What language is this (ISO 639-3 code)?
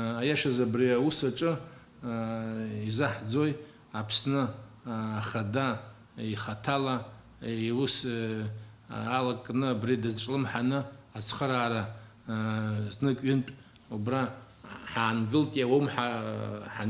abk